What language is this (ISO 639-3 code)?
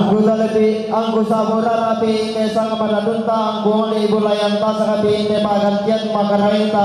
sda